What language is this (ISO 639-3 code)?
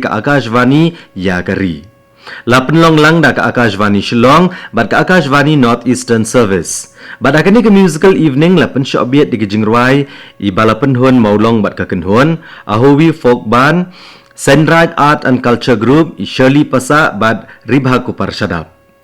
kha